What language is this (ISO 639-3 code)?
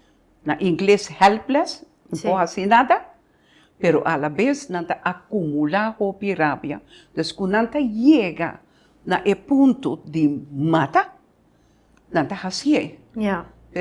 pap